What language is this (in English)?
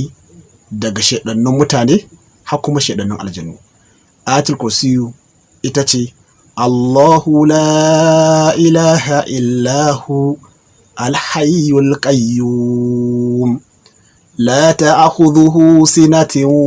Hausa